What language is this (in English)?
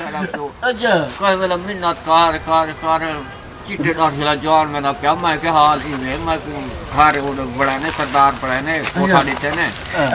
Saraiki